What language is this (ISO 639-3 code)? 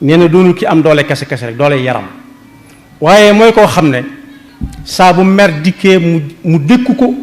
wol